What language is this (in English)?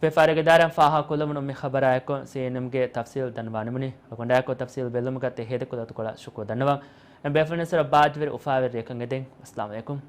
Divehi